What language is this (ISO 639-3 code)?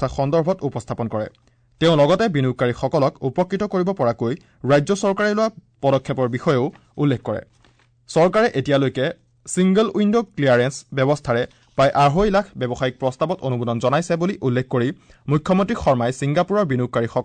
asm